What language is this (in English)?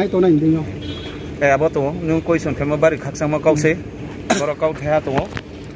Riang (India)